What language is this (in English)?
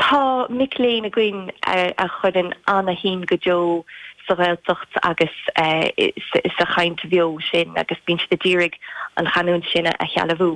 Irish